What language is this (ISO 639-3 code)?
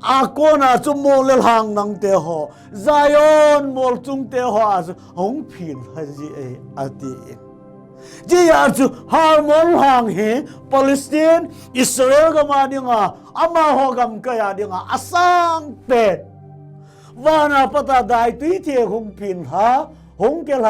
tcz